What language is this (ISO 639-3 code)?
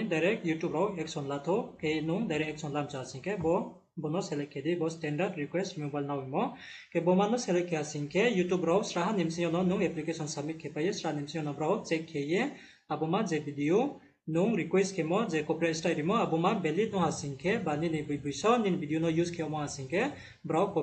ria